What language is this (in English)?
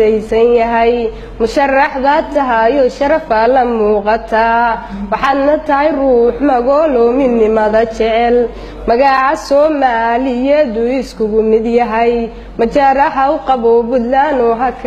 Somali